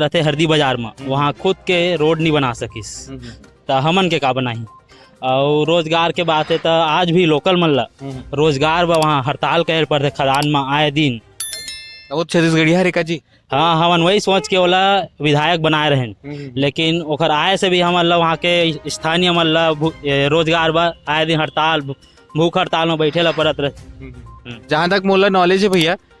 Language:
Chhattisgarhi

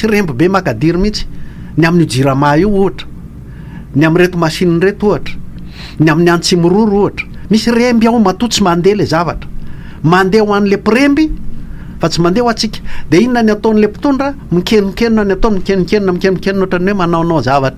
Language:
Malagasy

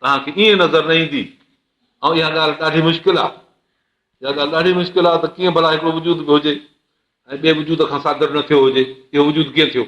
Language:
Sindhi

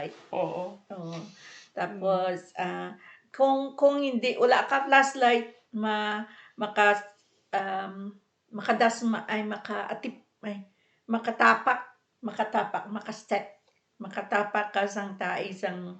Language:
Hiligaynon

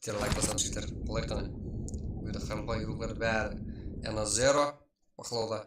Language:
Kara-Kalpak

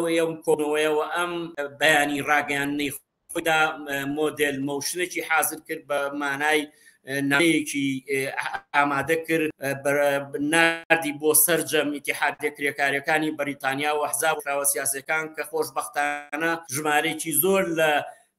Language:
Central Kurdish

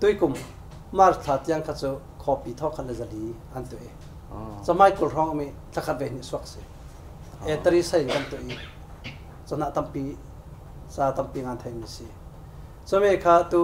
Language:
Falam Chin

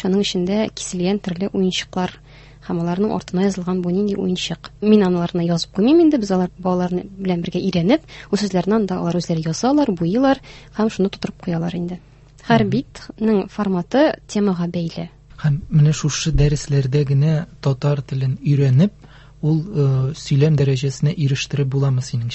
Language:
Tatar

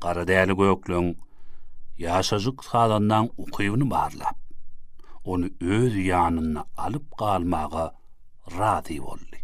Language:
Turkmen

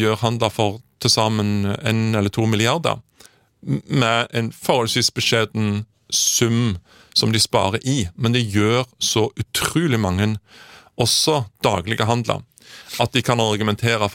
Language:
Norwegian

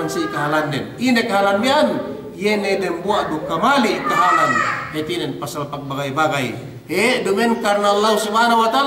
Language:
Yakan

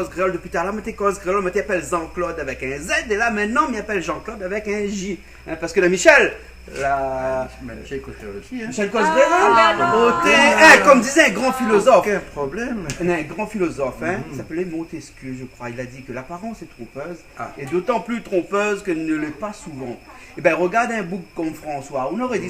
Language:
Réunion Creole French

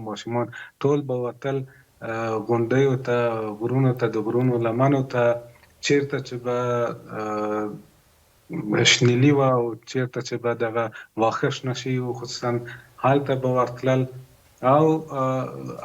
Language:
Pashto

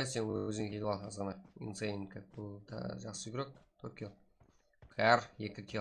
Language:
Kara-Kalpak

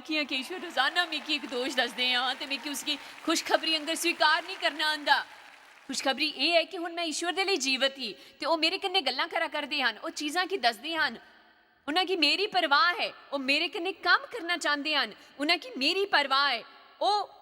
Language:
Dogri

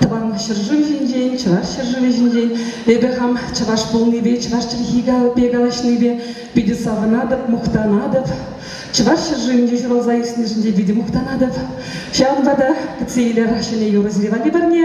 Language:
Chuvash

